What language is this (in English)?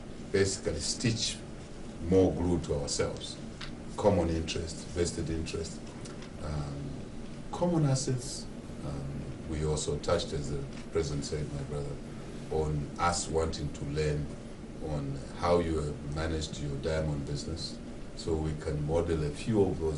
Tswana